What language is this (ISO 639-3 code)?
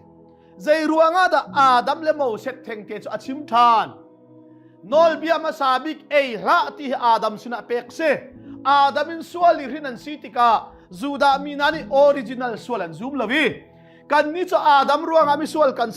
cnh